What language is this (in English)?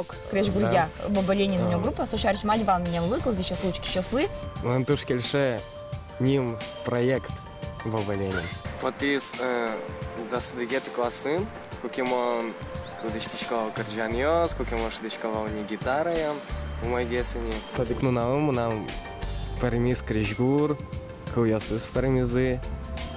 Udmurt